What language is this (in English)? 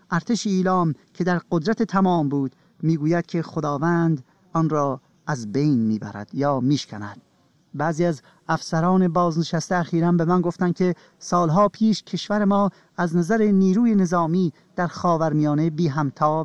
Persian